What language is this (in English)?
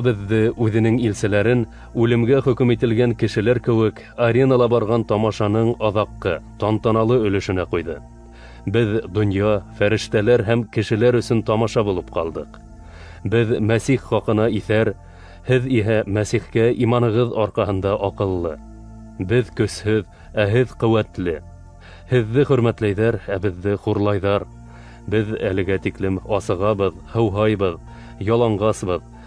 Bashkir